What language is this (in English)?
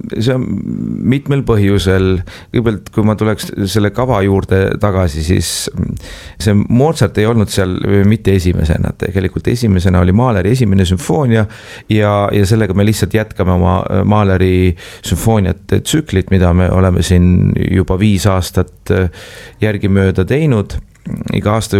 Estonian